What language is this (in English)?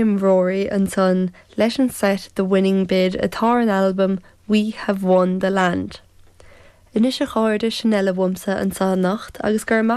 Irish